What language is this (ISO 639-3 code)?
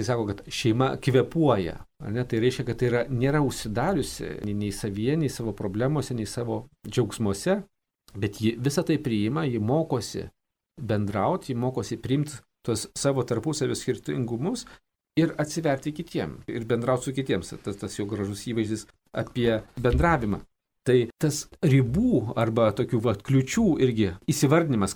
lit